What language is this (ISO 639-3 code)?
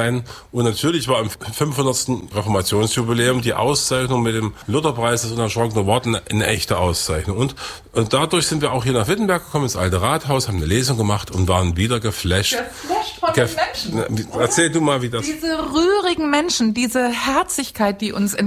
deu